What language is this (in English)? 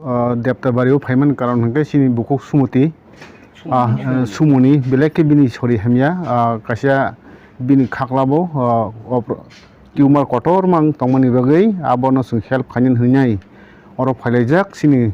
Kok Borok